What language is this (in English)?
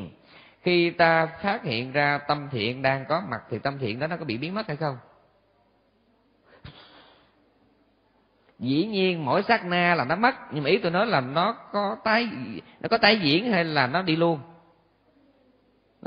Vietnamese